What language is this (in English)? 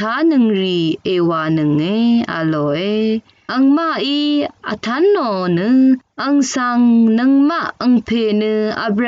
Rawang